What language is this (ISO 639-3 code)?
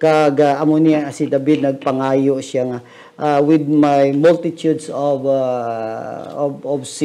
hil